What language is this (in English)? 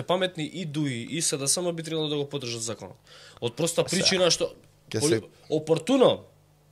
Macedonian